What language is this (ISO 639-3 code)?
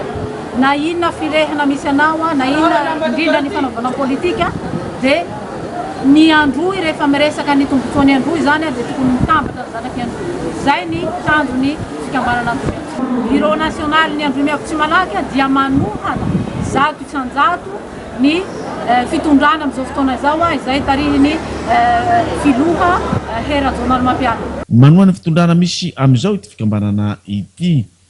mlg